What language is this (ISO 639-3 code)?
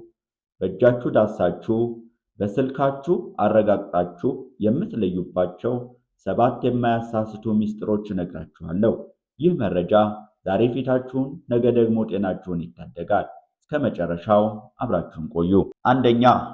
amh